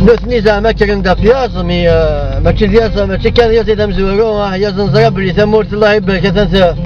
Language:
Kabyle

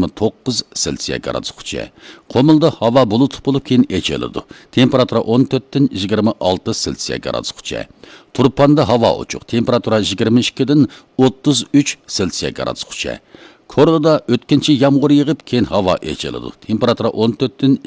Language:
Uyghur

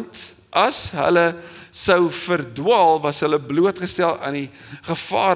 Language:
Afrikaans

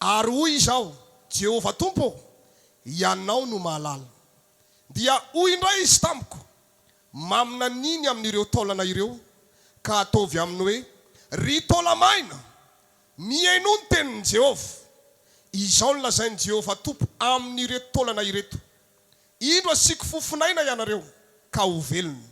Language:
Malagasy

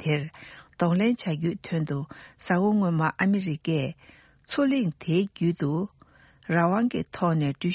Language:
Tibetan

